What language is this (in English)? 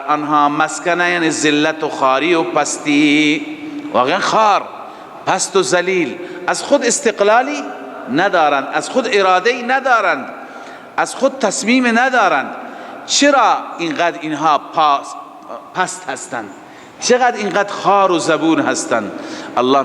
Persian